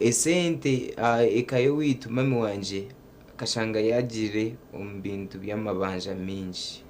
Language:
Nyankole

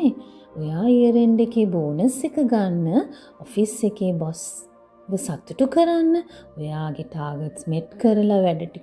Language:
Sinhala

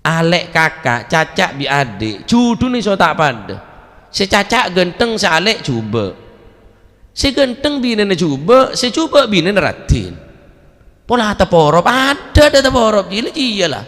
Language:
Madurese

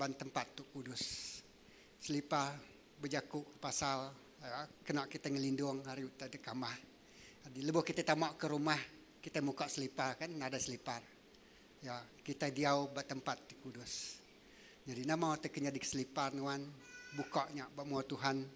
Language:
Iban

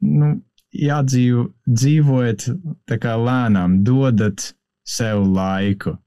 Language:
Latvian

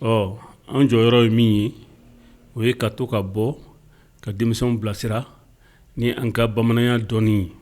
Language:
Bambara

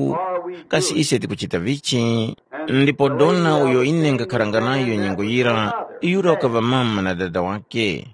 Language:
Tumbuka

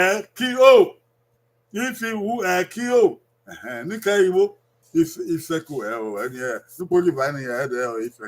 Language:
Bini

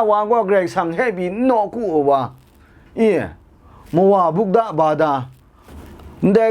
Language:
Kachin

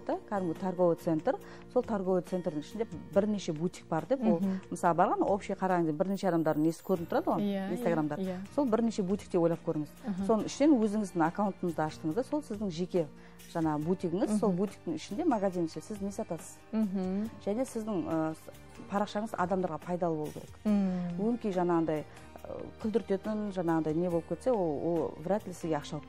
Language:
Kazakh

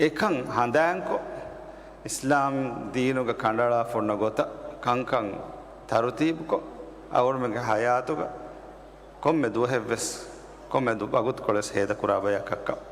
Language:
Divehi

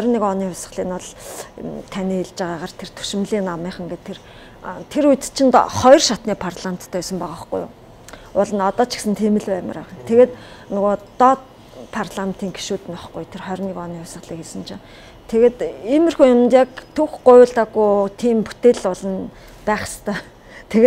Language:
Mongolian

